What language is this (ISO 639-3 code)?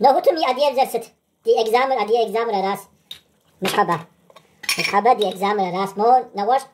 kbd